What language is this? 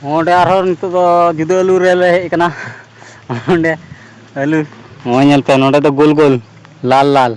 Santali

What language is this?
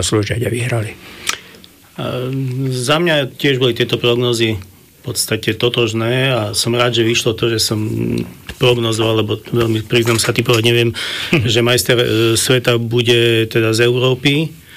Slovak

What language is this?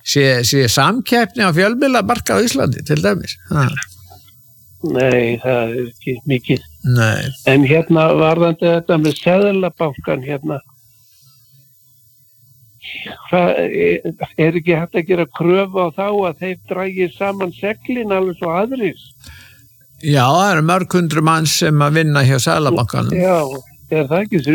Icelandic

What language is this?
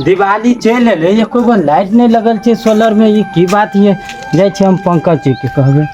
Maithili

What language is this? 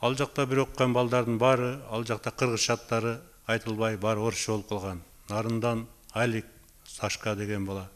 Kyrgyz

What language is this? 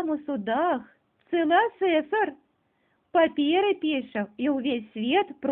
Belarusian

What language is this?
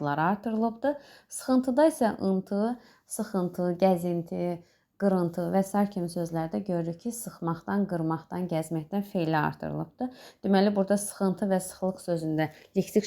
Azerbaijani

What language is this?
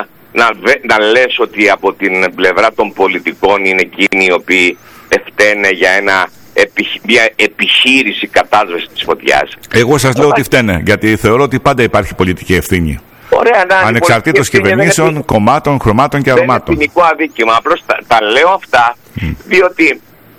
Greek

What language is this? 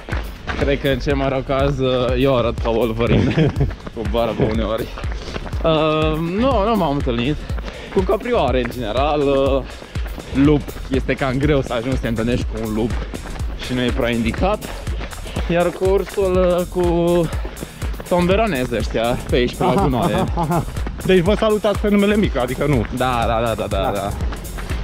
Romanian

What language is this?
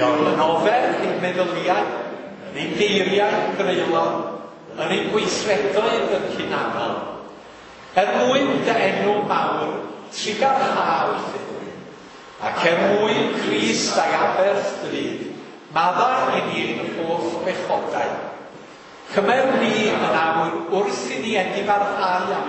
Welsh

